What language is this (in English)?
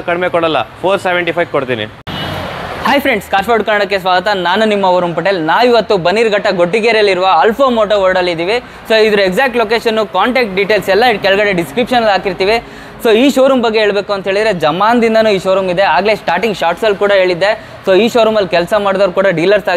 Kannada